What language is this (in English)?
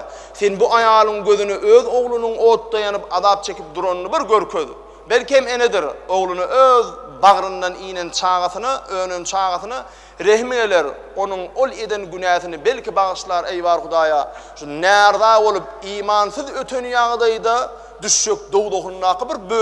Turkmen